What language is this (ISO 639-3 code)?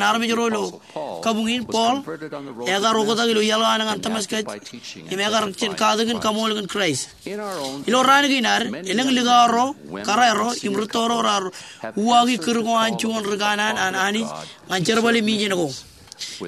mah